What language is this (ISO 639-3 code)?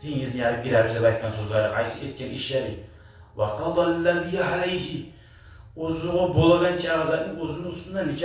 kum